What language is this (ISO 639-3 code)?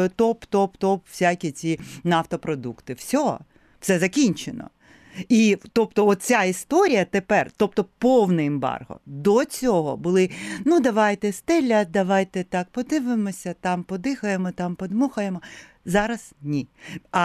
ukr